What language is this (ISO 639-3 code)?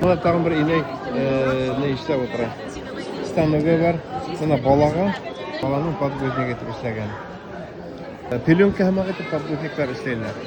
bak